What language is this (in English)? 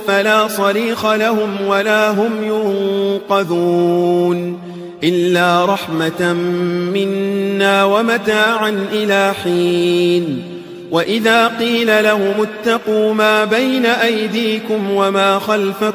Arabic